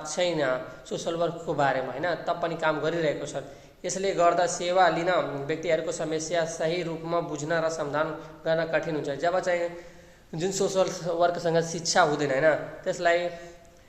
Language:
Nepali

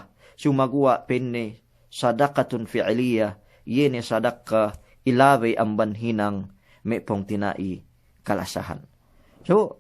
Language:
Yakan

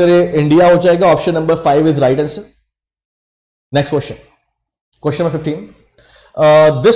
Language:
Hindi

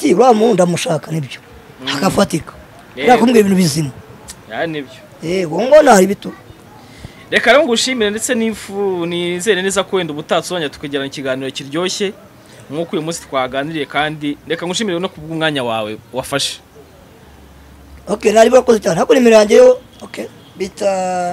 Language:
Kinyarwanda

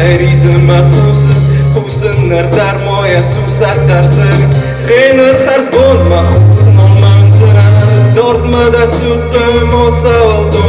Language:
Ossetic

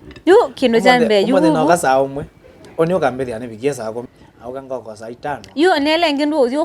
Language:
Kamba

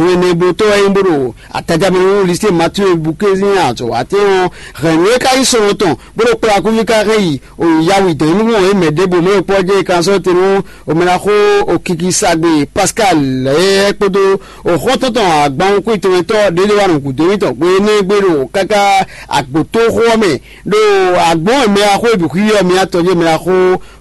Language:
Fon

